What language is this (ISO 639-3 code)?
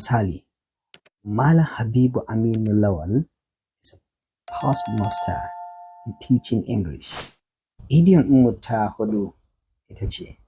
hau